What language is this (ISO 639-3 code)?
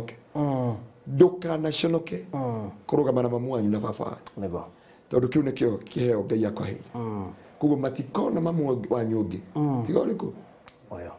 kik